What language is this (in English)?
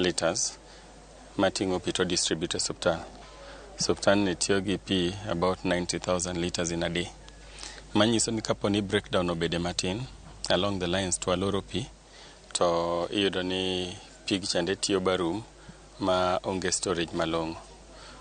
Luo (Kenya and Tanzania)